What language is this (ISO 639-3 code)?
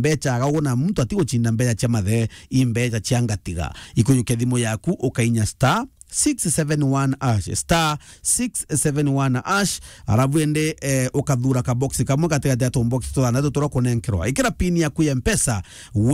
mer